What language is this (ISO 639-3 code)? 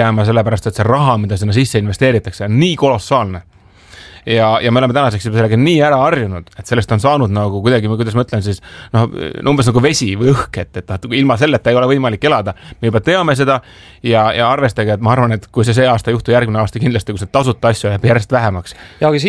est